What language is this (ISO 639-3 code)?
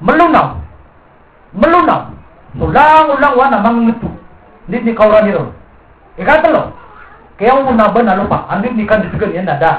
mrw